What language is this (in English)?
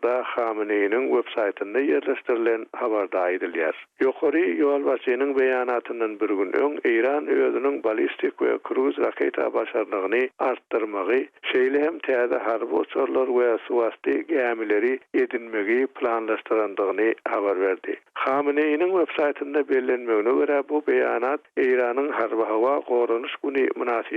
Turkmen